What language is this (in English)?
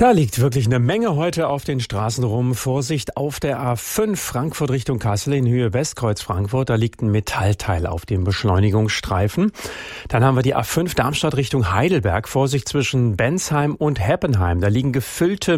German